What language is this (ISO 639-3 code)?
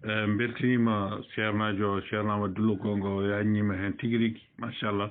ful